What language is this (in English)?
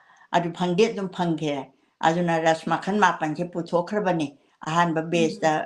Manipuri